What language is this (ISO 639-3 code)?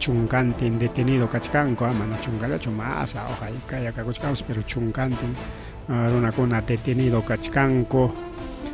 quy